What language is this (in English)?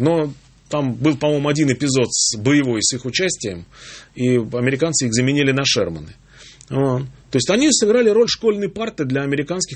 Russian